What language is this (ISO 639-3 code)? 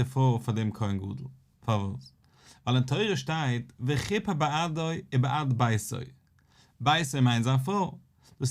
yid